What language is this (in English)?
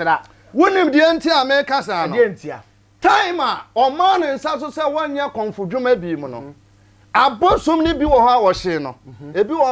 Akan